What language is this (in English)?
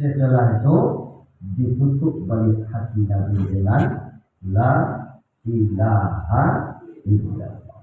Minangkabau